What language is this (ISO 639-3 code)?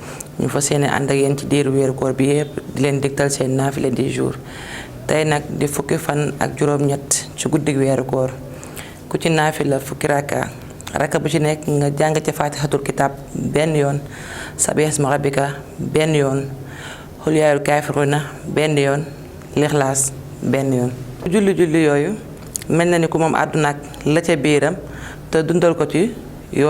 wol